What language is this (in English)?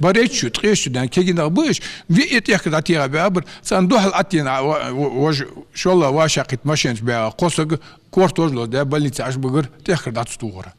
Ingush